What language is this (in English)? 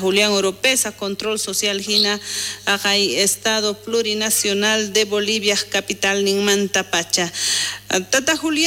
South Bolivian Quechua